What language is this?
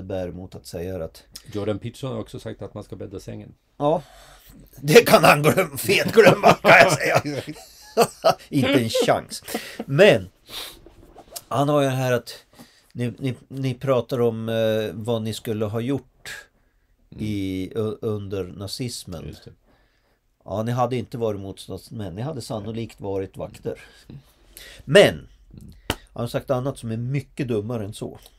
Swedish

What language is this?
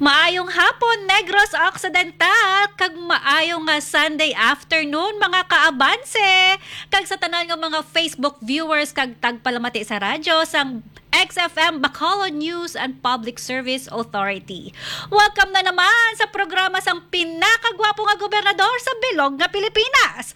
Hiligaynon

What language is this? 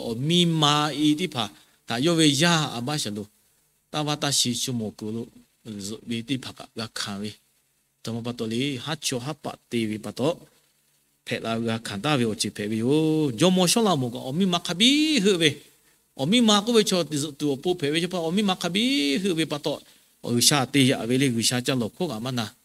Lahu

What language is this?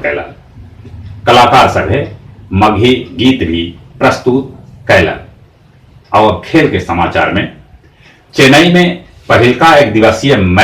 Magahi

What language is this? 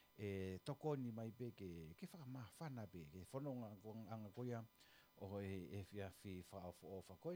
Tongan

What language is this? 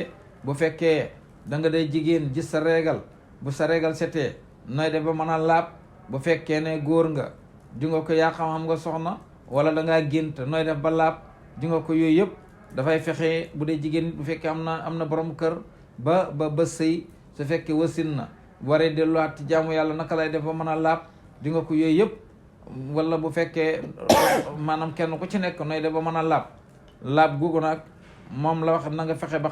Wolof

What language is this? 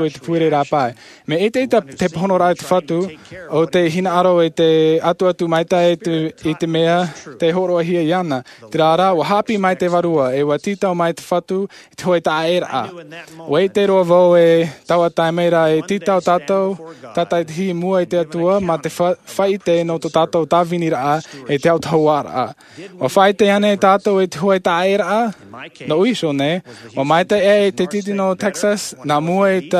Tahitian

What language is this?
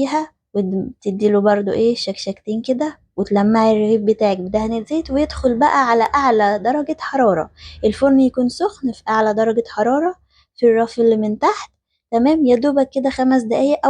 Egyptian Arabic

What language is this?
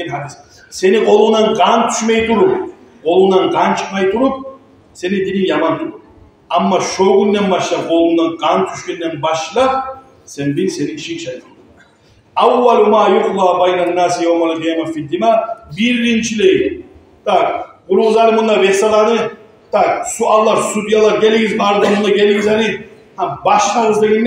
Kumyk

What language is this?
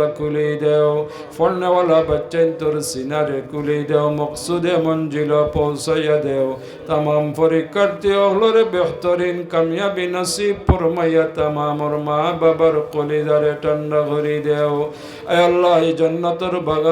Sylheti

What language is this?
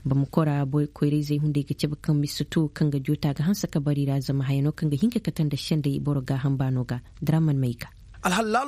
Koyraboro Senni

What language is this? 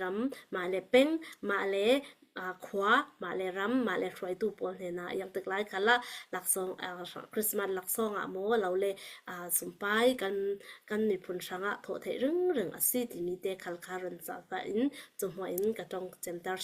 Falam Chin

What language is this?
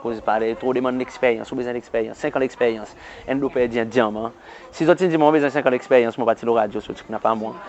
Seselwa Creole French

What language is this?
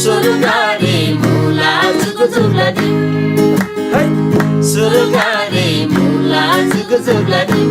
Eastern Tamang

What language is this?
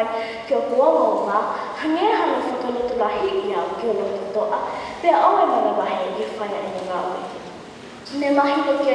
Tongan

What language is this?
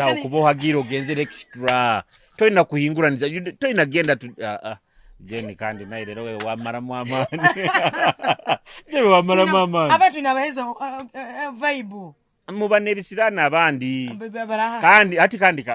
Nyoro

